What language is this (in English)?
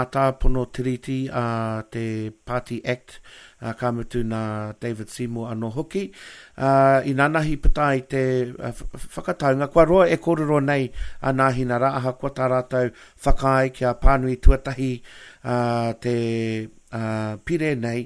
Māori